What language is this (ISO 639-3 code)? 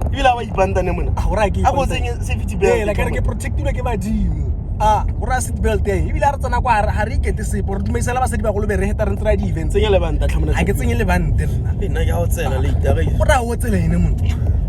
tsn